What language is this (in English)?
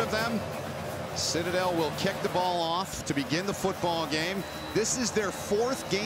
English